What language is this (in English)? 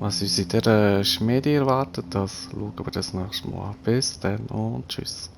Swiss German